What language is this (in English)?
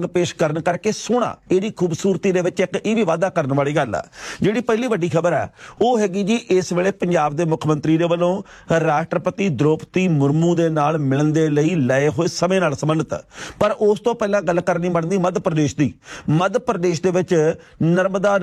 Punjabi